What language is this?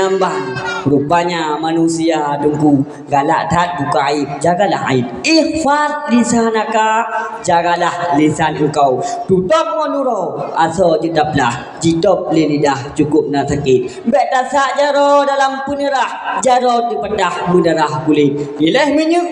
Achinese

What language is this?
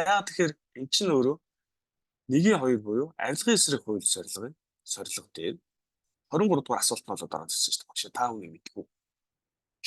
Mongolian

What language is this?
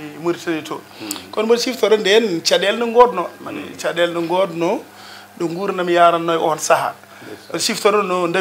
Fula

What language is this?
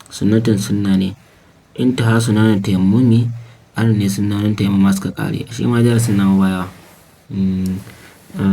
Hausa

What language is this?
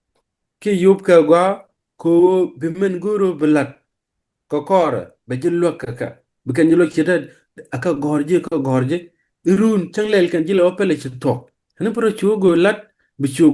Nuer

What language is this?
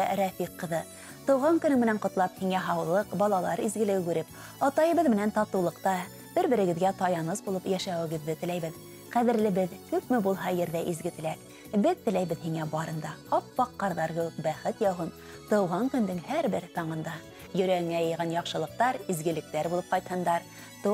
Bashkir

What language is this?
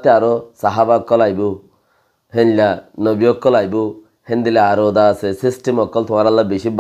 Rohingya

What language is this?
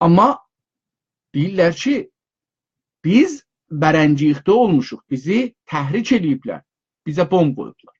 South Azerbaijani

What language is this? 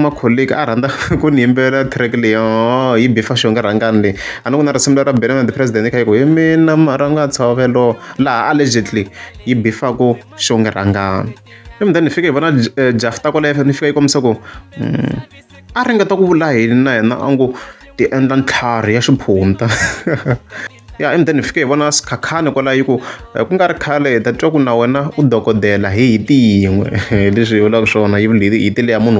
Tsonga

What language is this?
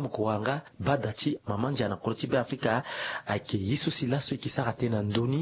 Sango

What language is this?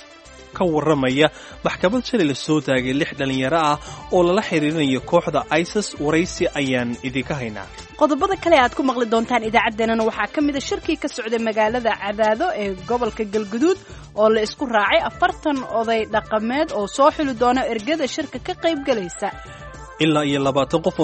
Somali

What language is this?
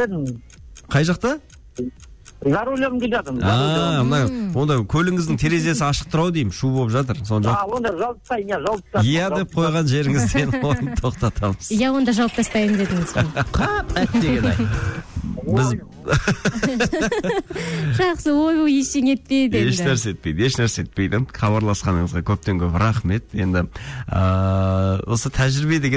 Kazakh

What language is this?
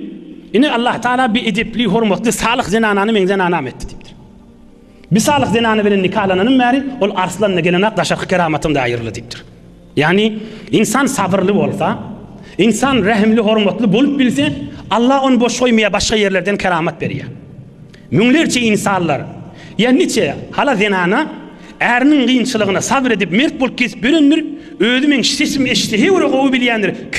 Turkmen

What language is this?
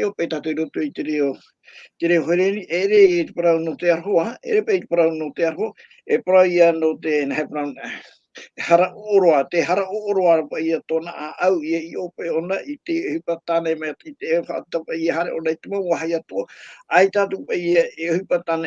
Tahitian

